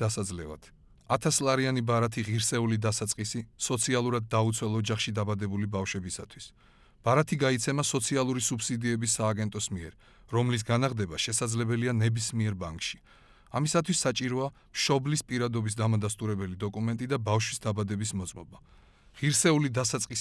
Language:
Georgian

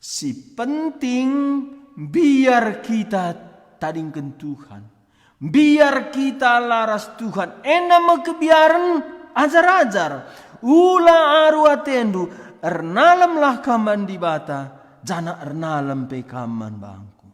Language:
Batak Karo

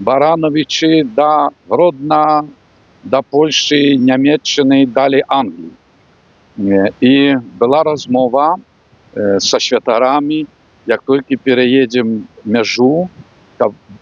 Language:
Belarusian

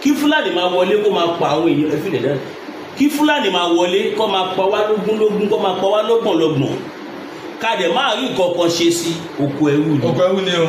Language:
Yoruba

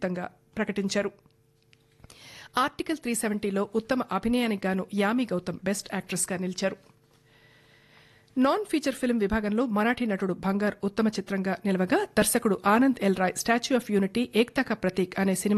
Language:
Telugu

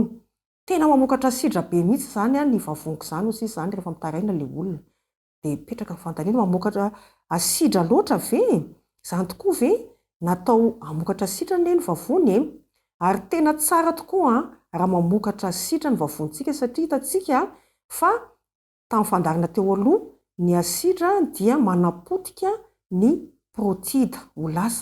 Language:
Malagasy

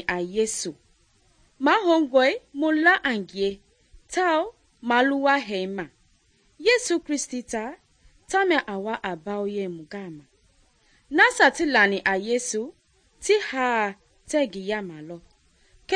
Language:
Mende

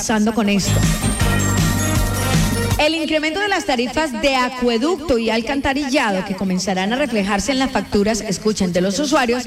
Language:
Spanish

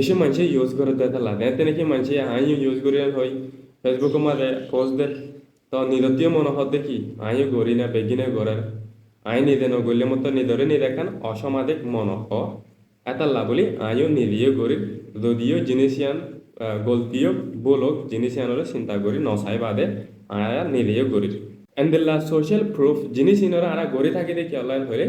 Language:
Rohingya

